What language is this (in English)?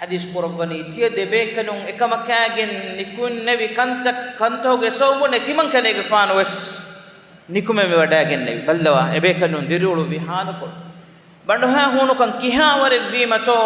Divehi